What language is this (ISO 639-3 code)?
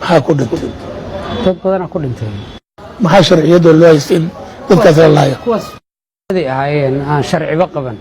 som